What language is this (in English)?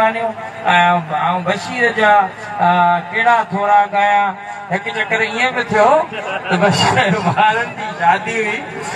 Sindhi